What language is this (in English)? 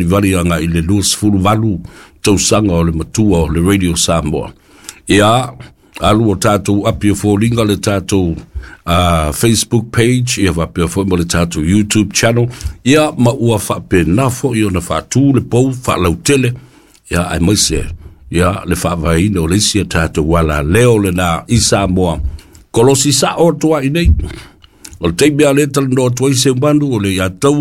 Samoan